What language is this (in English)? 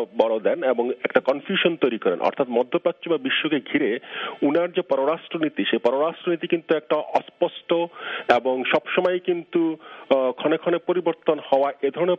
Bangla